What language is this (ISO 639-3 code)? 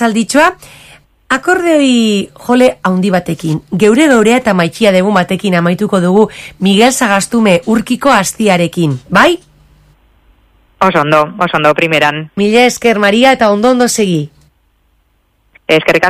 eus